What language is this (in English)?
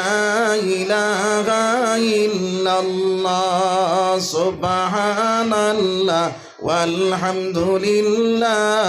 Sylheti